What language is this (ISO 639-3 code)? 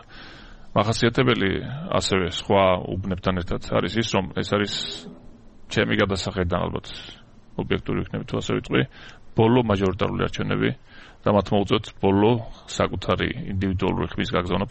kat